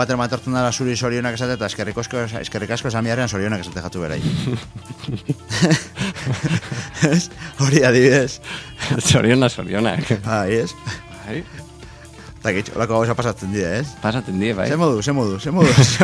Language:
Basque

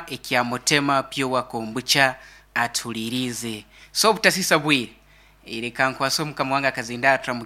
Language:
Nyankole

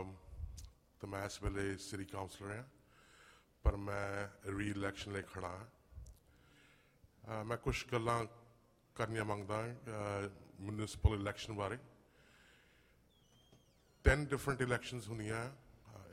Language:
Punjabi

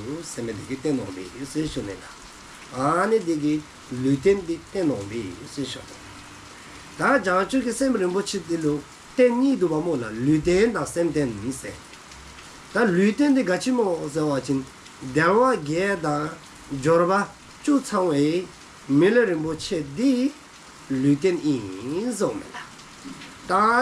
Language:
Dzongkha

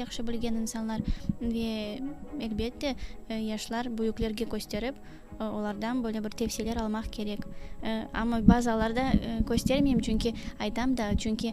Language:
Crimean Tatar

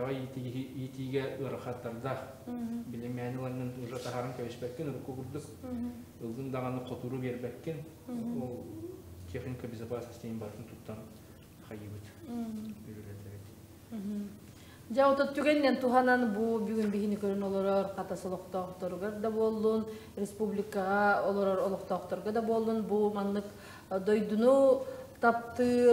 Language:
Yakut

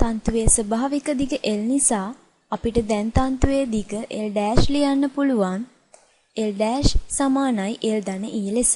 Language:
Sinhala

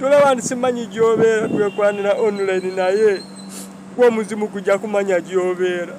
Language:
Ganda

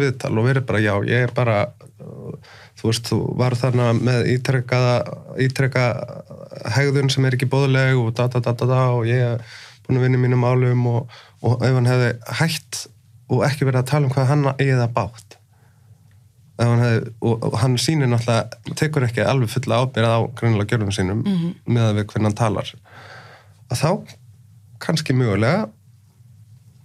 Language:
Icelandic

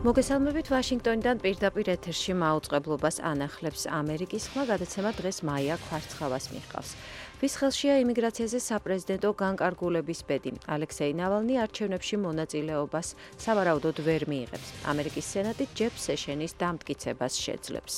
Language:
Georgian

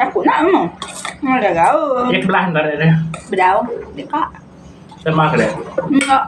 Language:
Iban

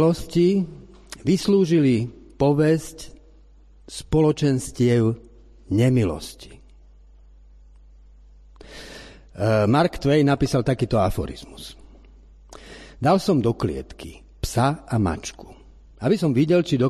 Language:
Slovak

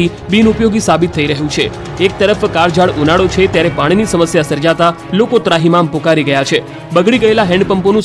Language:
Gujarati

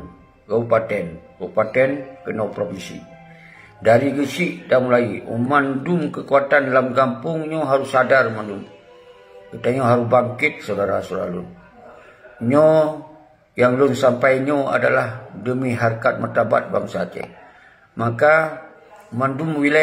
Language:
Achinese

